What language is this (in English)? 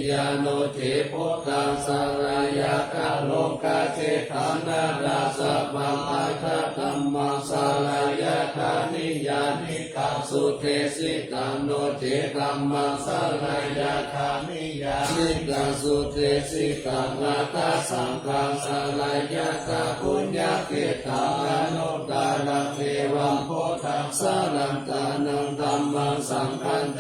Pali